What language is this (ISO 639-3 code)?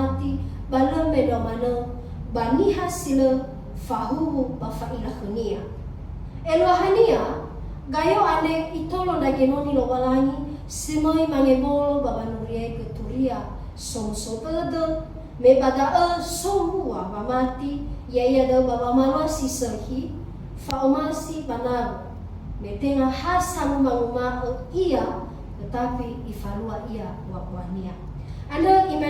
nia